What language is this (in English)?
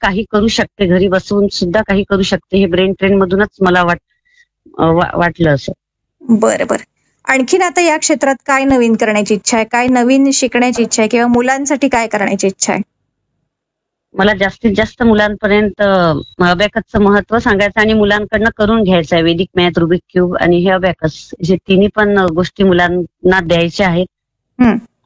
Marathi